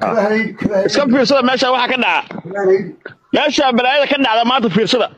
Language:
Somali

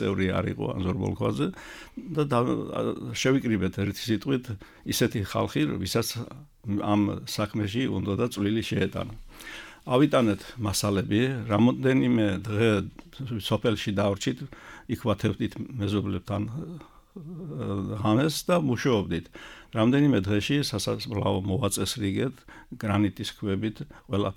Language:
Georgian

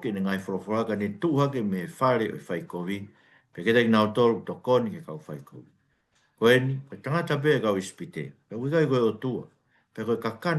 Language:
Tongan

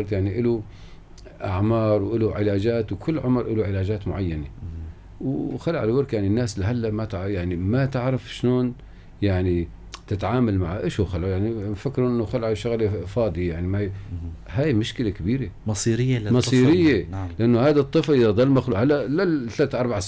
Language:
North Levantine Arabic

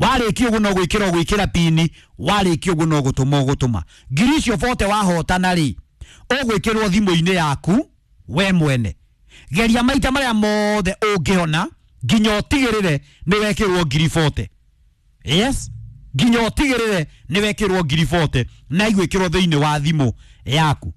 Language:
Kikuyu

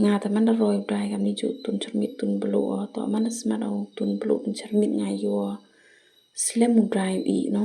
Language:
Khasi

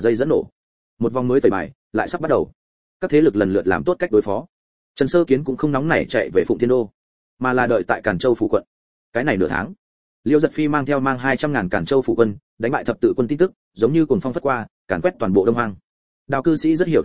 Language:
Vietnamese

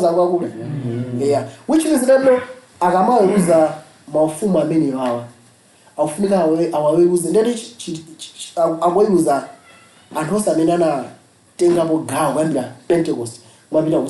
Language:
Nyanja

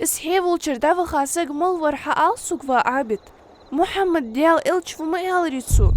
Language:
Ingush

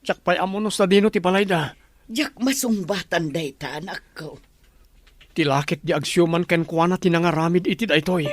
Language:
Iloko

